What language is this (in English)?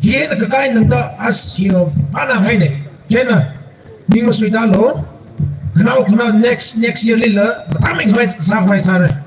Tangkhul Naga (India)